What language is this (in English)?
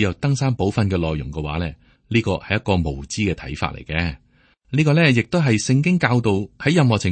Cantonese